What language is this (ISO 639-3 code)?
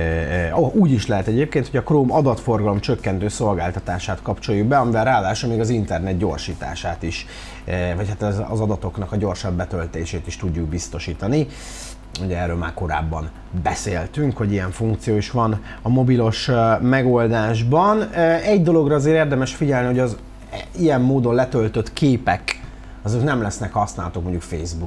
hun